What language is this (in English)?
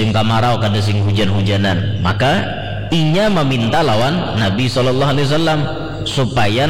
Banjar